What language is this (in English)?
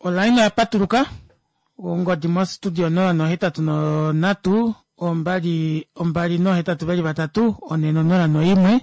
Kuanyama